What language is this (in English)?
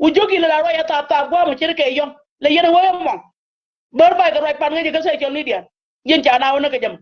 Nuer